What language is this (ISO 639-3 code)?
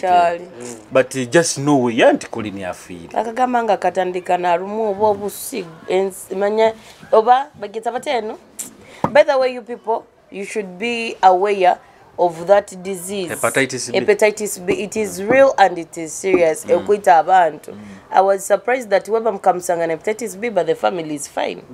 nyo